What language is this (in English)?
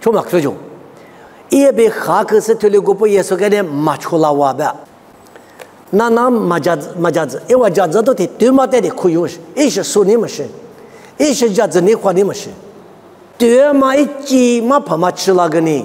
Lisu